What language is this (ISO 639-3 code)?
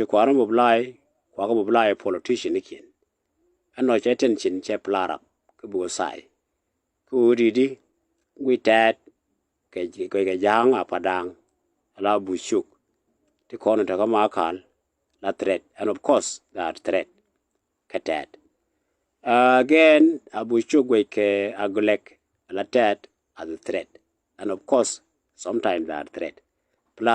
nus